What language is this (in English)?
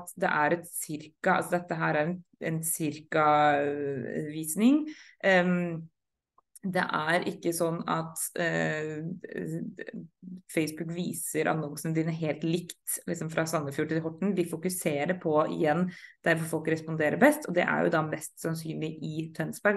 Norwegian